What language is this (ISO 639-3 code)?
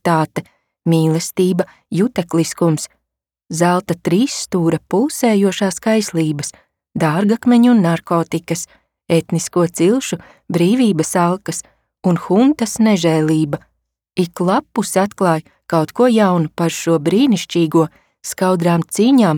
lav